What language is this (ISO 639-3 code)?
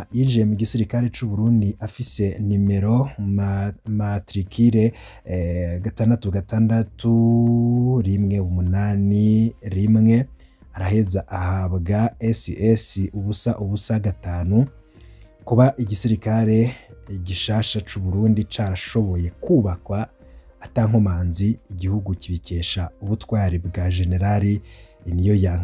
run